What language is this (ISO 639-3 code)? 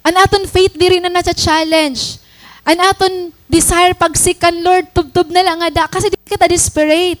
war